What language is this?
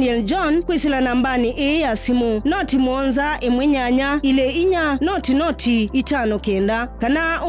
Kamba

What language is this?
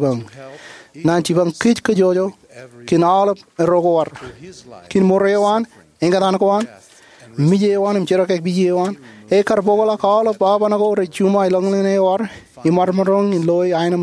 Marshallese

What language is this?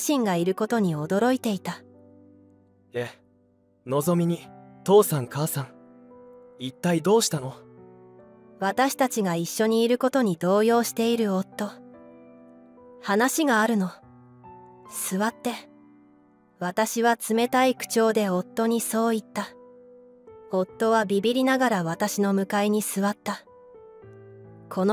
Japanese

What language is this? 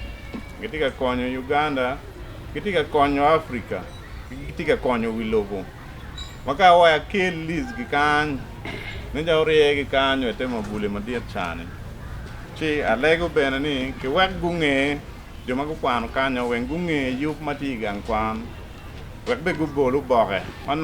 Acoli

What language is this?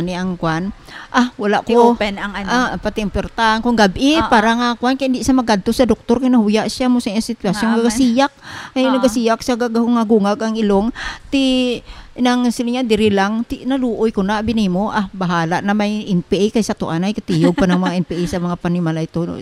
Hiligaynon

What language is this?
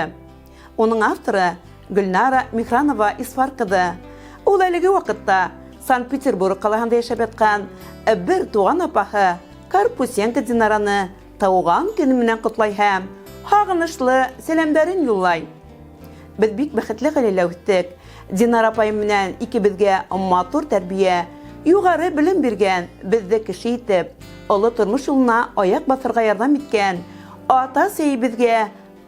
Bashkir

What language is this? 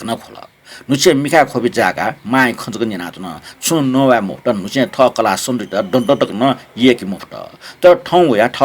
Newari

